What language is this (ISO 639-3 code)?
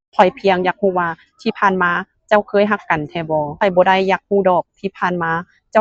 lao